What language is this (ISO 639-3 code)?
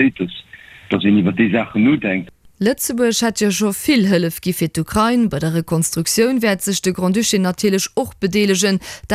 ltz